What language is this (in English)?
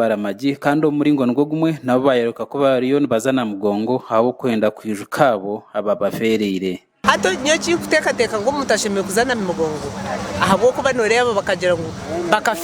Nyankole